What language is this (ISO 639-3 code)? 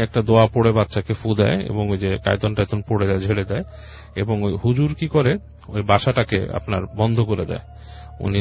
ben